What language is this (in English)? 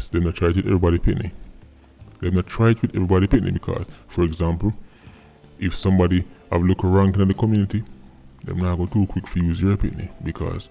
Jamaican Creole English